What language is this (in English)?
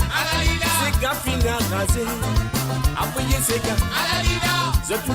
Morisyen